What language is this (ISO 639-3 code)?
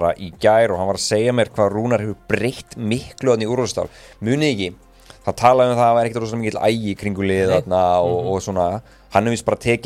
isl